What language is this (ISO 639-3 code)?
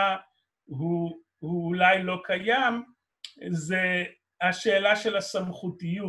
heb